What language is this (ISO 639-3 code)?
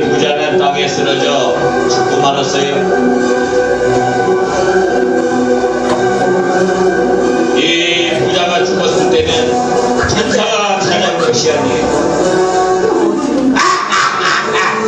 kor